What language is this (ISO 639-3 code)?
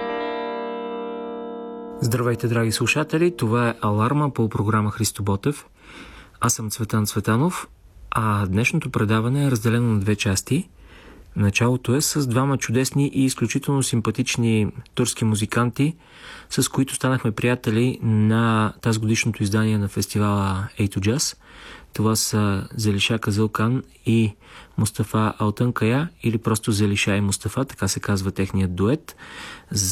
bul